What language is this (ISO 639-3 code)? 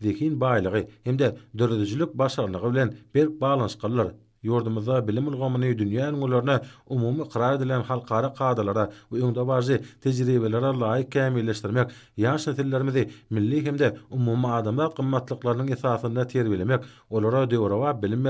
tuk